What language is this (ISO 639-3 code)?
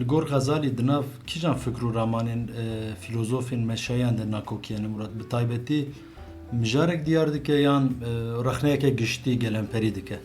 kur